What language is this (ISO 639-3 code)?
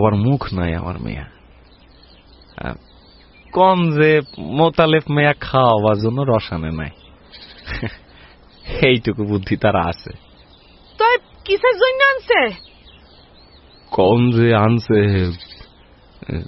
ben